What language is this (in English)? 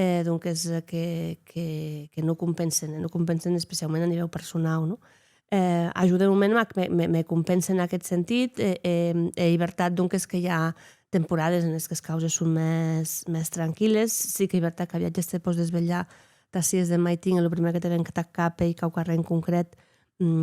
Occitan